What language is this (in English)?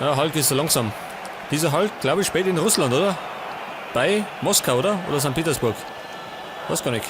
Bavarian